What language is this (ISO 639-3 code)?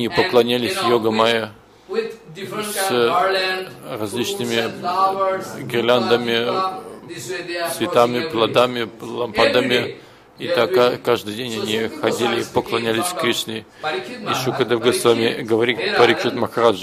rus